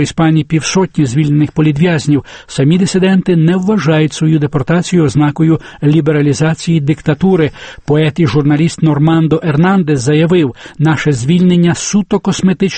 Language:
Ukrainian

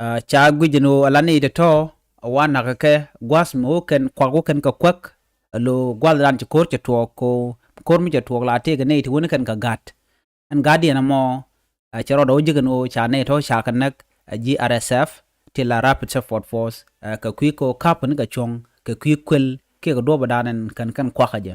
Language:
Nuer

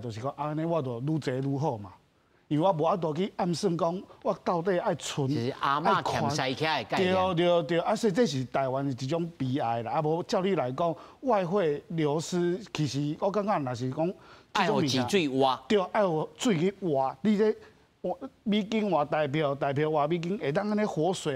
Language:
Min Nan Chinese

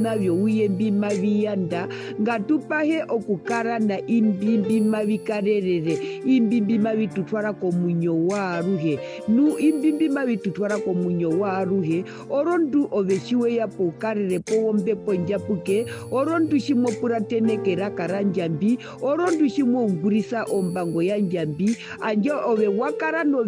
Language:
Herero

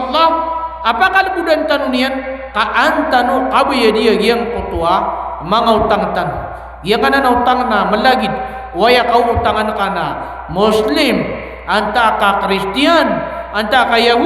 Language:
Maranao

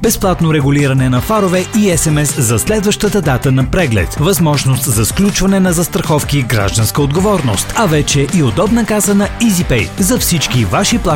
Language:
Bulgarian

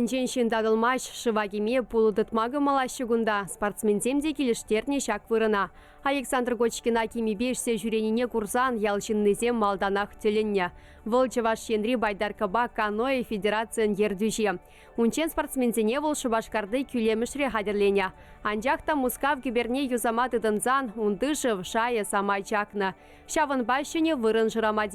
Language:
Chuvash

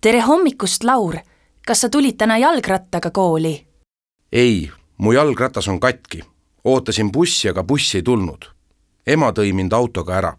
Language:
Estonian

